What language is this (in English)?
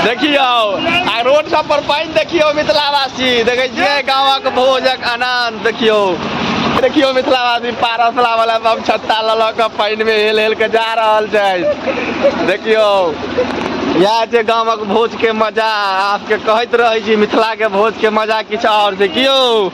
Maithili